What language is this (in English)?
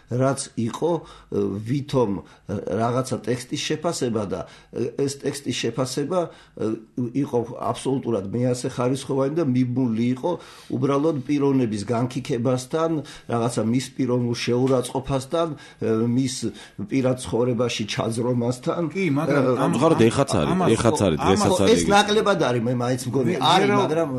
Georgian